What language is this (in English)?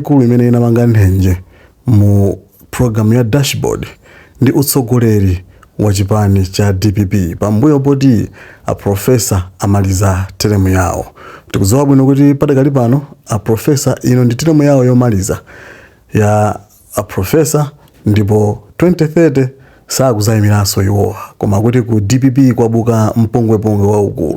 Nyanja